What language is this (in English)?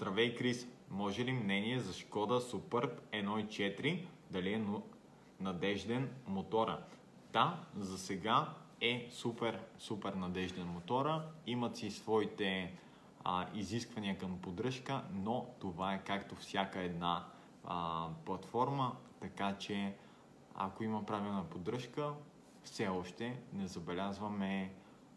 Bulgarian